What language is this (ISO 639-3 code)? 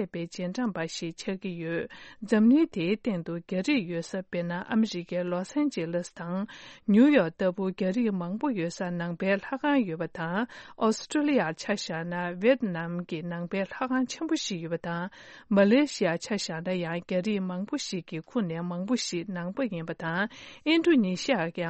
bod